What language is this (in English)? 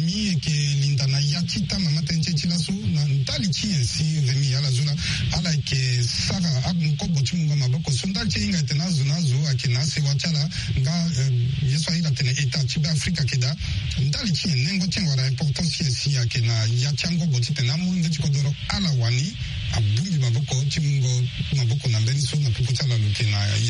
Sango